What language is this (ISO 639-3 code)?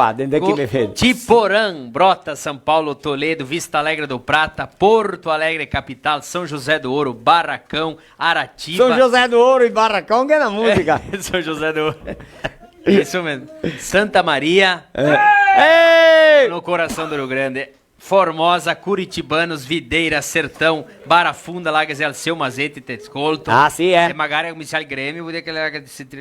vec